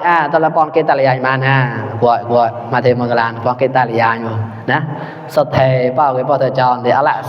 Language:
Mon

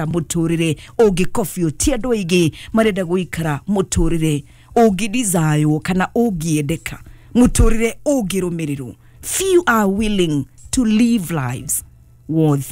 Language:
Kikuyu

